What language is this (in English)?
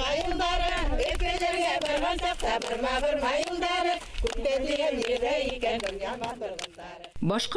Bashkir